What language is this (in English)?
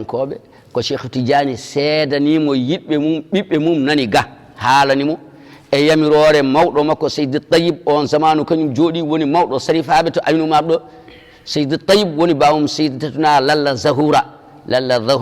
Fula